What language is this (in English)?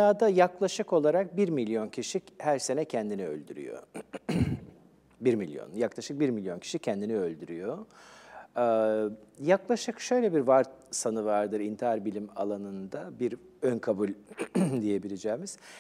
Turkish